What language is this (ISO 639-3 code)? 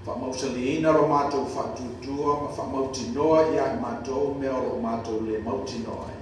smo